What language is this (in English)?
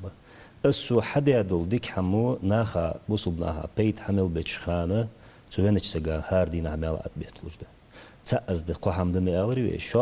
Ingush